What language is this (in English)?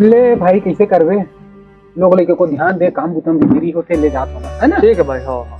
Chhattisgarhi